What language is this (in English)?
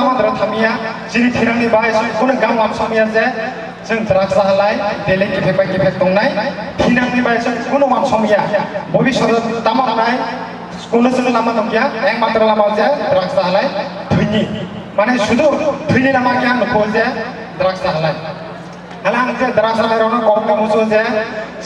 Kok Borok